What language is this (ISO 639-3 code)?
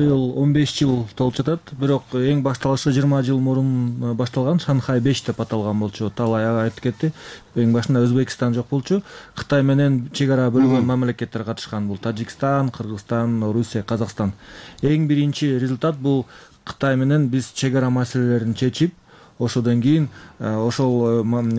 kir